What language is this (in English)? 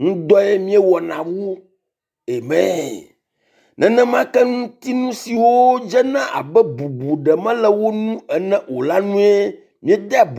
Ewe